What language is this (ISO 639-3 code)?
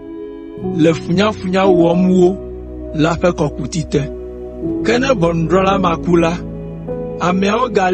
ewe